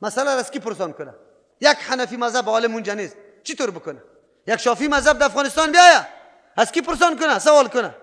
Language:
Persian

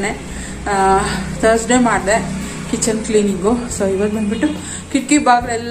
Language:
Kannada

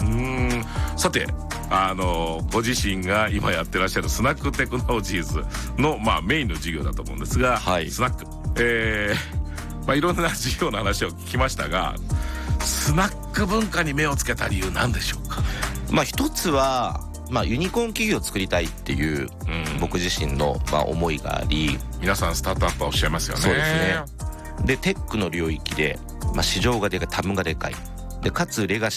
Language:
Japanese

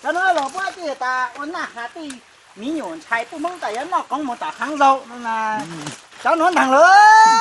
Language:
Hmong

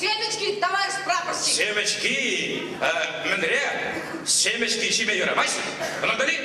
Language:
Chuvash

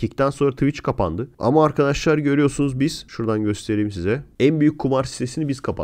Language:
Turkish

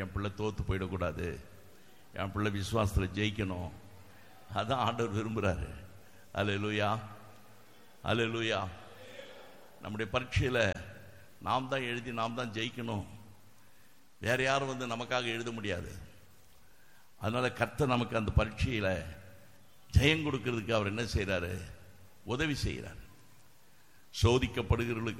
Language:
Tamil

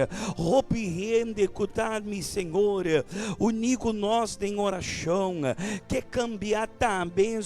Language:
Papiamento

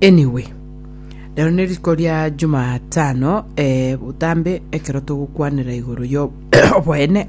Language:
Gusii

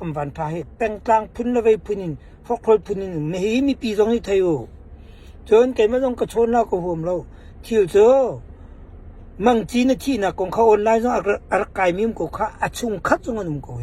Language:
Hakha Chin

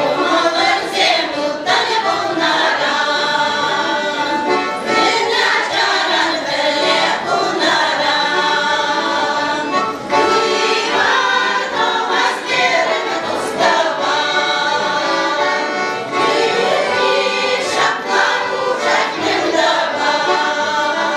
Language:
Chuvash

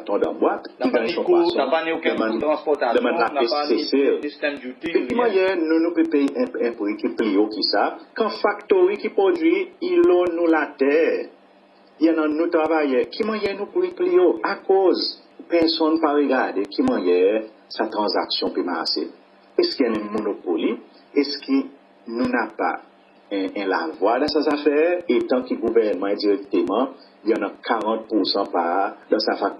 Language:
Seselwa Creole French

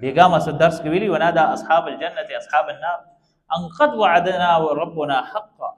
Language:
Pashto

